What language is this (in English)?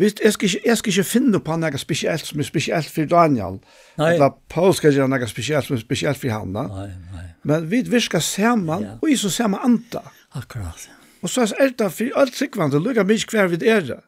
Faroese